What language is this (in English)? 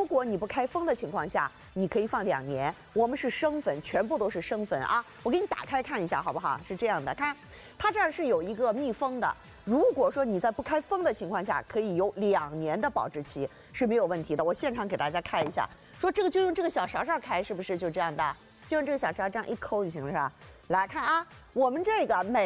Chinese